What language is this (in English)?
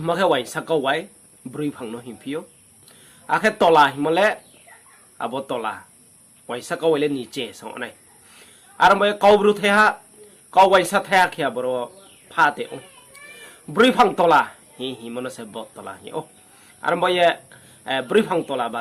Riang (India)